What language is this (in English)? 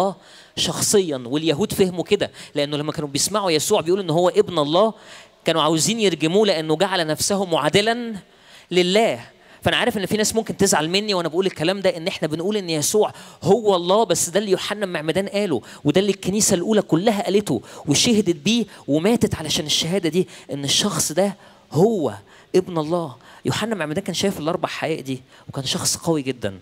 Egyptian Arabic